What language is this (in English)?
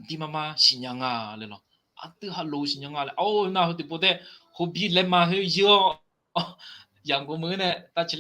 Akha